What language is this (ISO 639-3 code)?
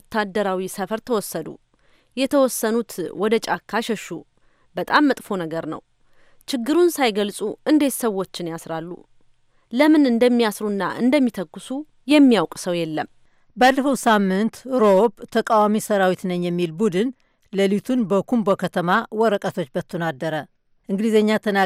amh